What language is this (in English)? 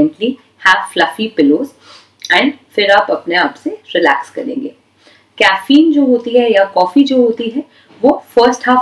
Hindi